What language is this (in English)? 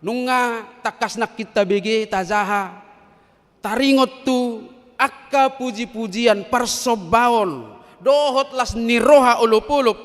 Batak Toba